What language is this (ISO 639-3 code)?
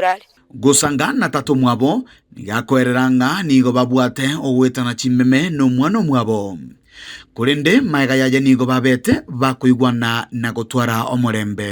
guz